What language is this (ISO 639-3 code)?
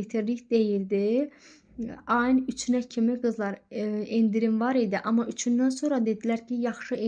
aze